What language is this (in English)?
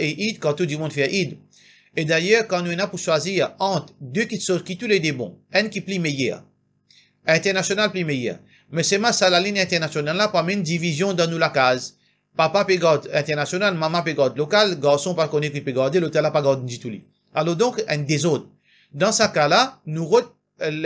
Morisyen